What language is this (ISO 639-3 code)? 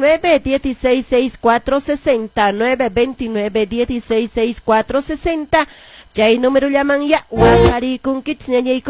que